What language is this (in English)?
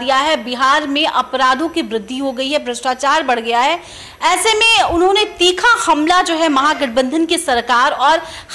Hindi